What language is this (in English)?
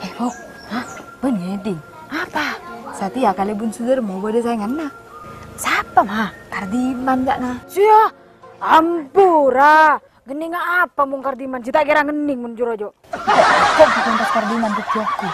Madurese